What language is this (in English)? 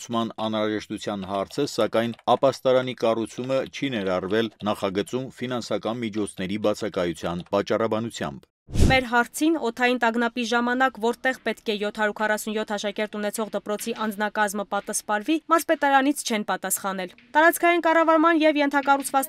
Armenian